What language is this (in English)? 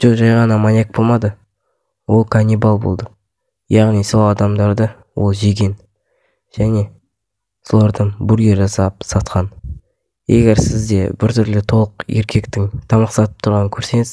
Kazakh